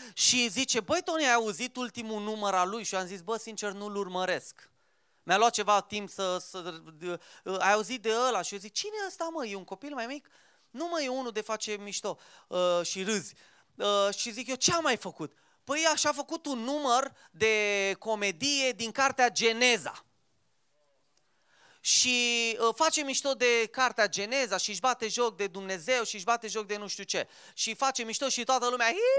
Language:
Romanian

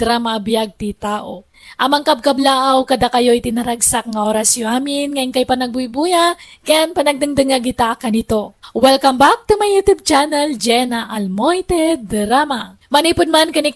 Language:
Iloko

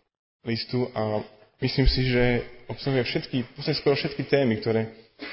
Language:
Slovak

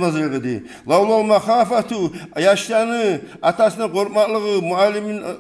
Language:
Kumyk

